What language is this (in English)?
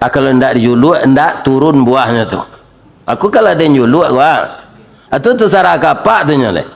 Minangkabau